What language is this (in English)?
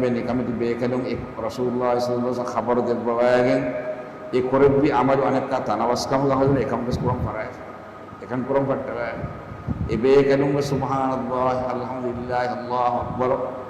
Divehi